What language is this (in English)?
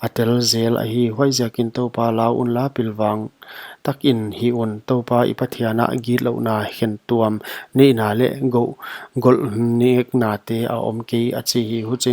Paite Chin